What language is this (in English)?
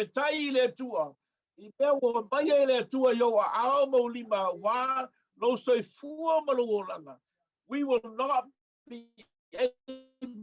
Samoan